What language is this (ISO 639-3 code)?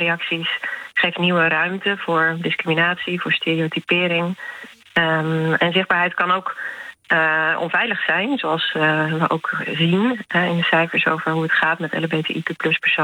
nld